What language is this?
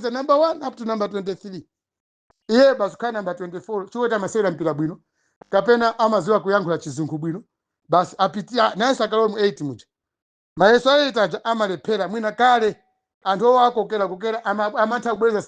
Nyanja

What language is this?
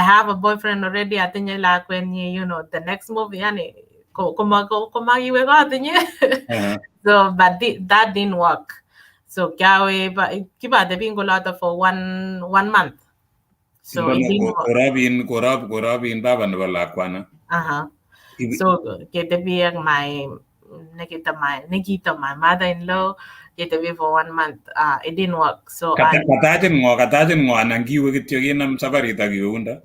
Kalenjin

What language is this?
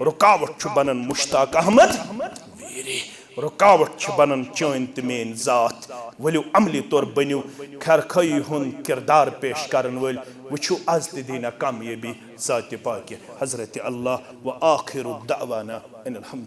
Kashmiri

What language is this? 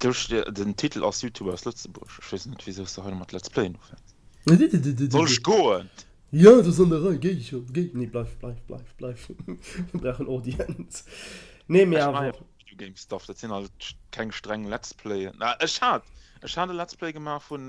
Luxembourgish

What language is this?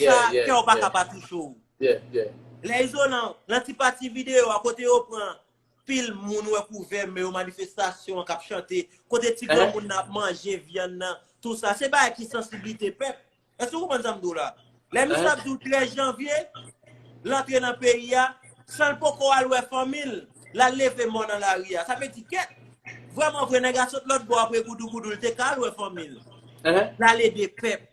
Haitian Creole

